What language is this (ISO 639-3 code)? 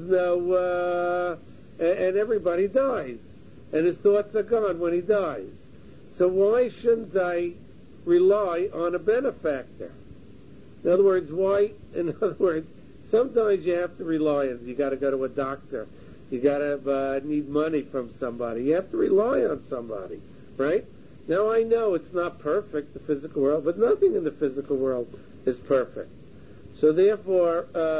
eng